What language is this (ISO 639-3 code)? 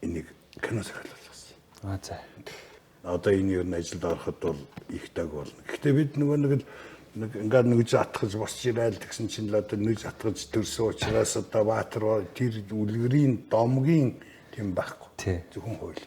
mon